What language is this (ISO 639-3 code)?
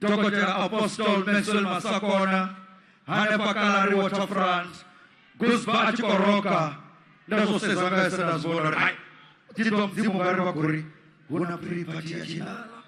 ven